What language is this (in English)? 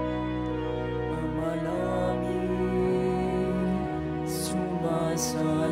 Filipino